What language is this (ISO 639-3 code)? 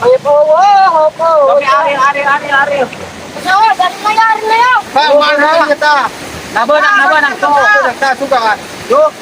sun